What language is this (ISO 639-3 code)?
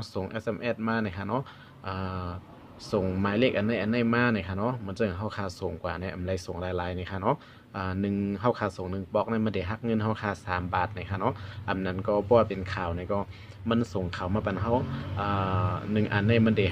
shn